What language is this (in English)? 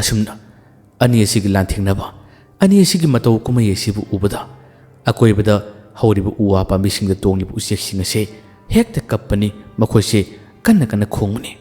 Manipuri